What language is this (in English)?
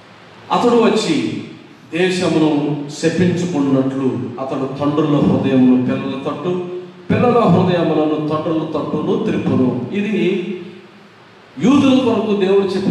Telugu